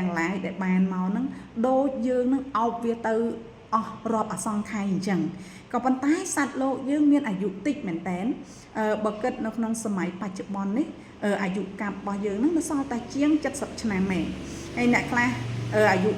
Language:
Khmer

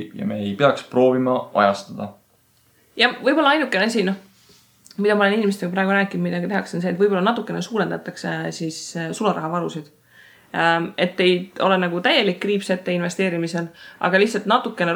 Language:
Estonian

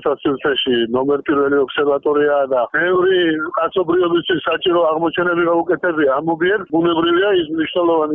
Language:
Georgian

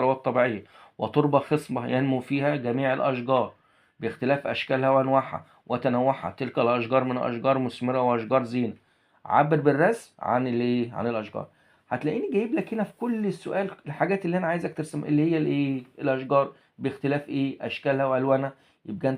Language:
Egyptian Arabic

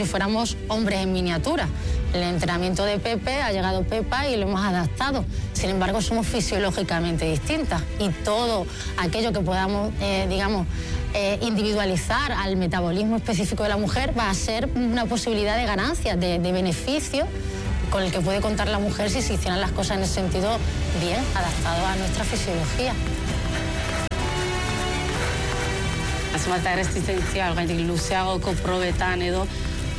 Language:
Basque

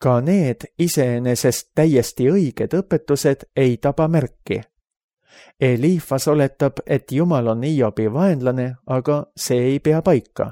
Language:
Estonian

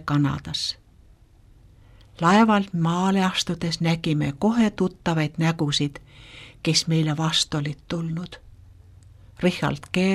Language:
Estonian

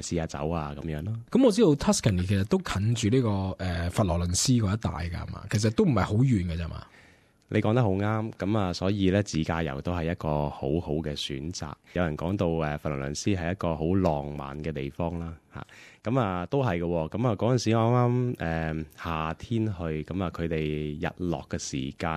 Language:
Cantonese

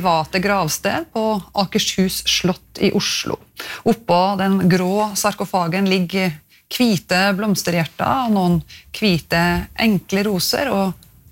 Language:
Norwegian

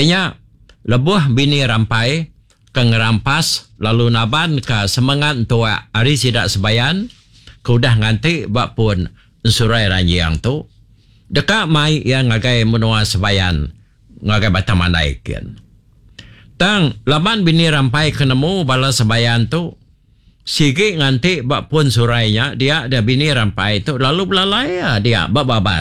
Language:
Iban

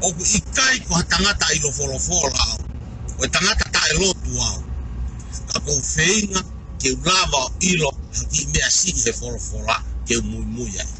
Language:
Tongan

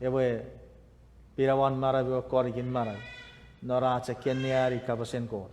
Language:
Chuukese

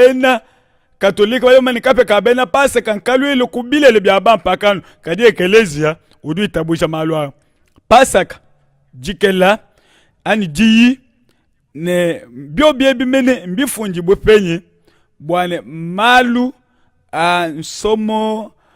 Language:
Luba-Lulua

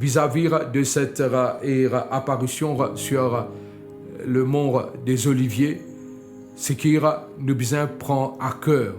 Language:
Morisyen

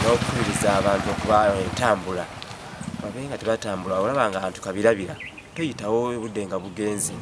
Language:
Ganda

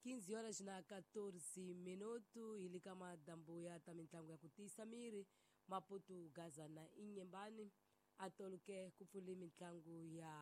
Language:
Tsonga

